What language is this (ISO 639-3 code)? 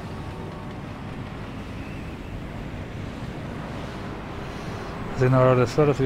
spa